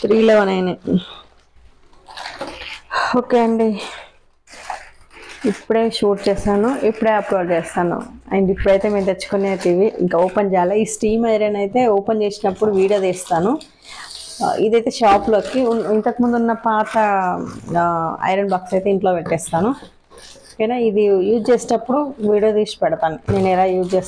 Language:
Telugu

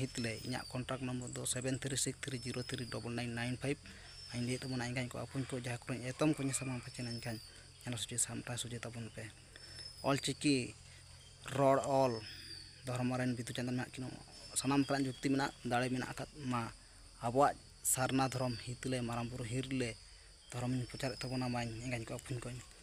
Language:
Santali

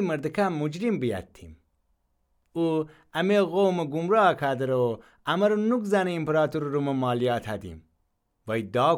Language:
Gilaki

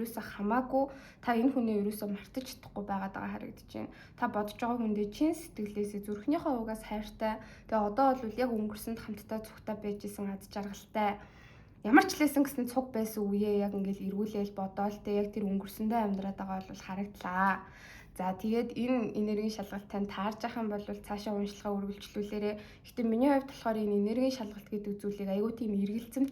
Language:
Mongolian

